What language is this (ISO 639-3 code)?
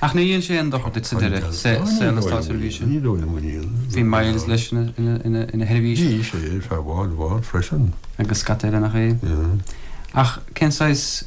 gle